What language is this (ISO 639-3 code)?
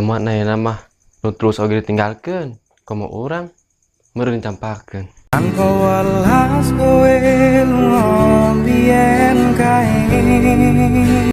sun